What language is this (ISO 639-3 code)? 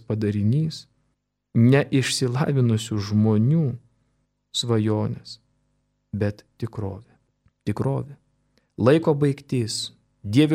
lit